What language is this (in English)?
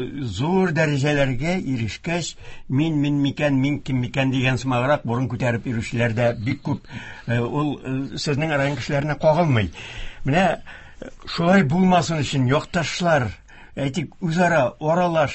Tatar